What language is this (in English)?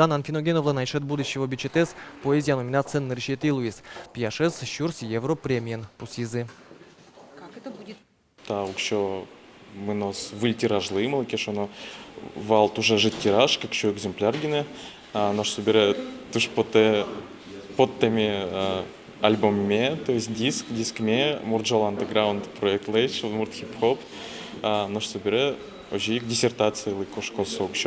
Udmurt